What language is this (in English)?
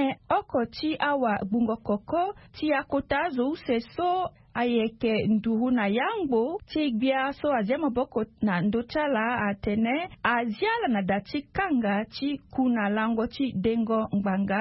Sango